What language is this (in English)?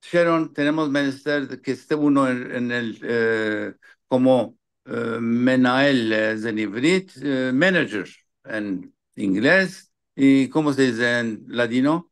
Ladino